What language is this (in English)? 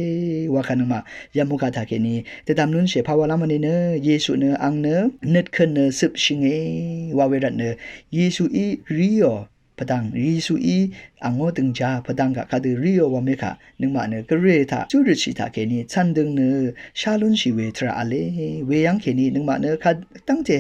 Rawang